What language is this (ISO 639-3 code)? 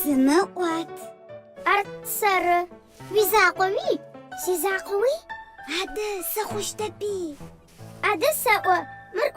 ady